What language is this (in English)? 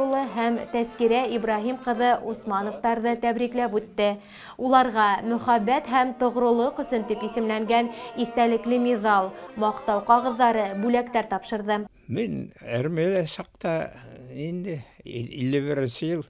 Bashkir